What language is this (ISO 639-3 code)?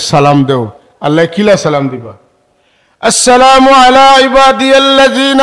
syl